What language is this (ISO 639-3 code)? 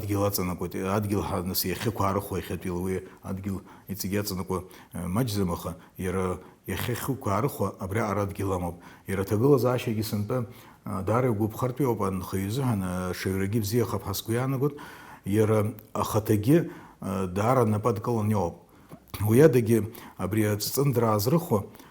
abk